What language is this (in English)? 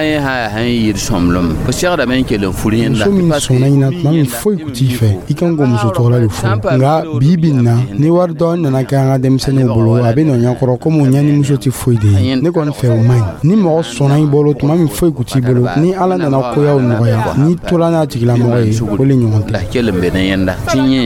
Dyula